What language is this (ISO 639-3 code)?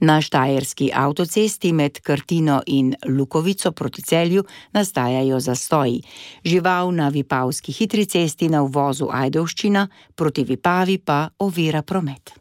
slv